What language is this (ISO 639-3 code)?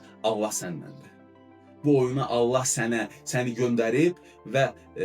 aze